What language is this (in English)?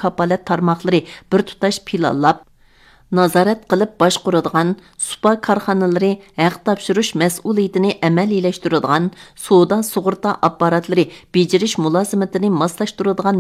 Uyghur